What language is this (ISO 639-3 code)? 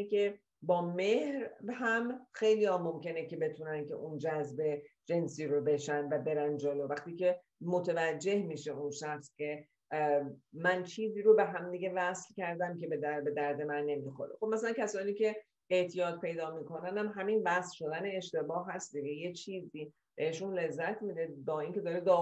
fas